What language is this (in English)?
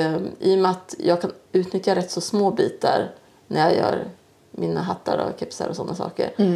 Swedish